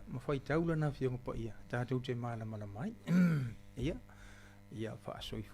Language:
Samoan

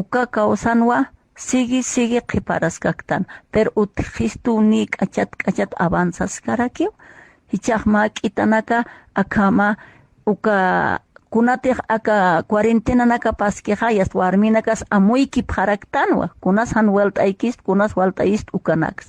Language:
Aymara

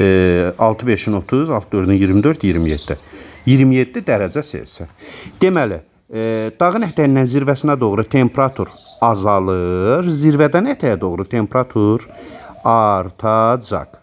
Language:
Azerbaijani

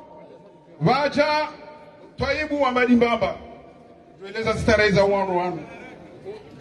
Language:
Swahili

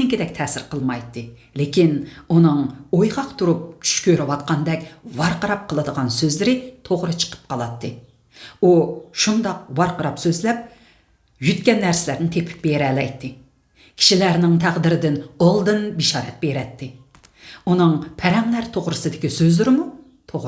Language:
Uyghur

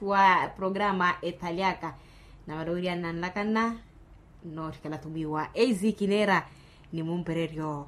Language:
Makhuwa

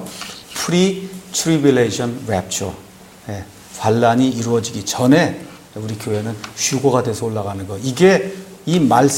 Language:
Korean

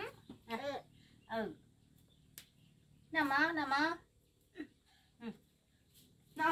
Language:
Vietnamese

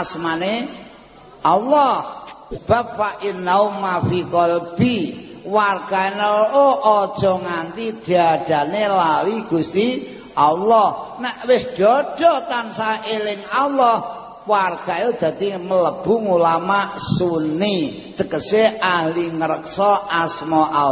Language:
Javanese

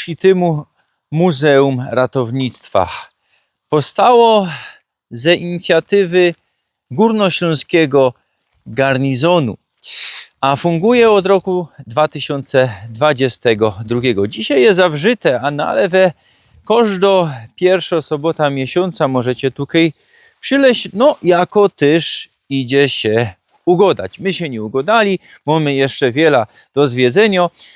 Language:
Silesian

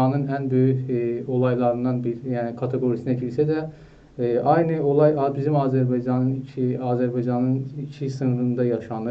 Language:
South Azerbaijani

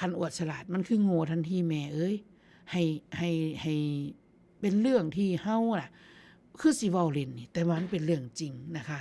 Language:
Northeastern Thai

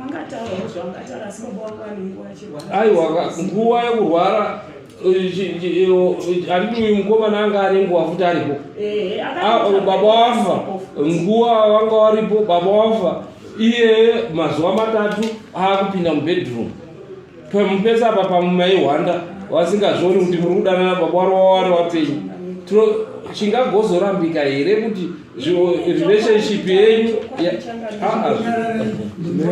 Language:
Shona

